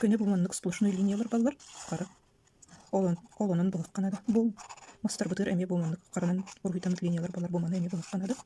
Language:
Yakut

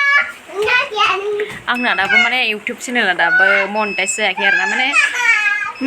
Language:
Bodo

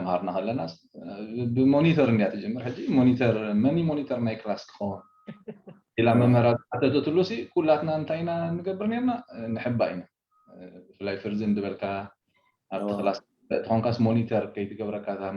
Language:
Tigrinya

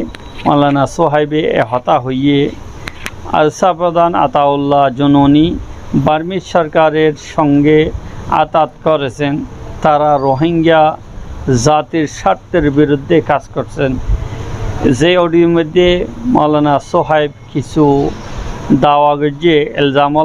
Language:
Rohingya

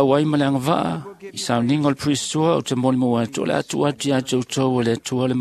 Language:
Samoan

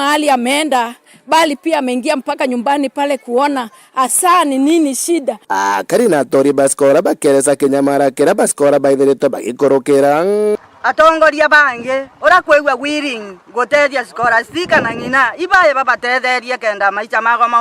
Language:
Meru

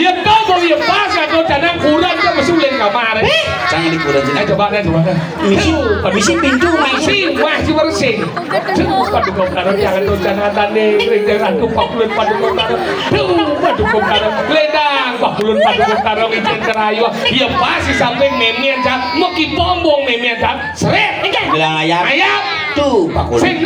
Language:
Balinese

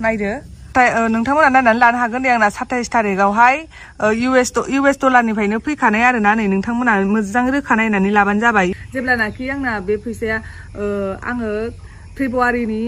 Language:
Bodo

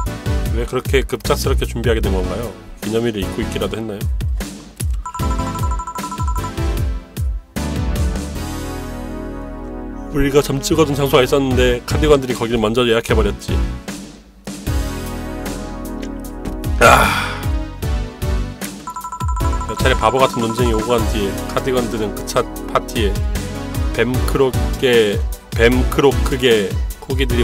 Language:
Korean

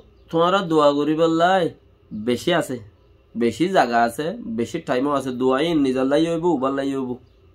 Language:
Rohingya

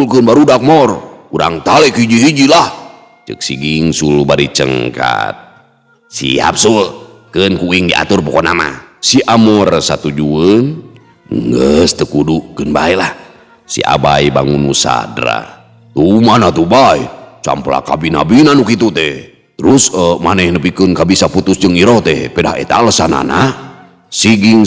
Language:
Sundanese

